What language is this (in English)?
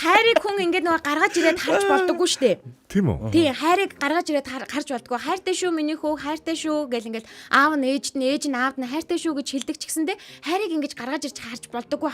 Mongolian